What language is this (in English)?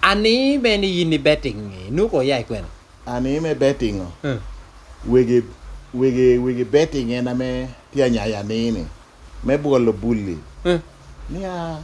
Lango (Uganda)